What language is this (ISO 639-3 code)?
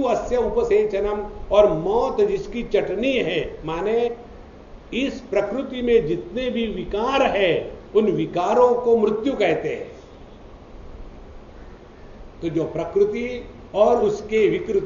hin